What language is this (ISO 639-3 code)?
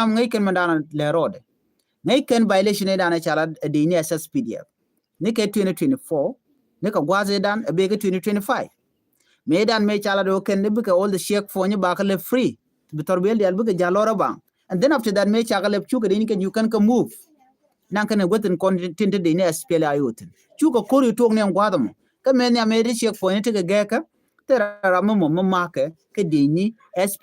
nus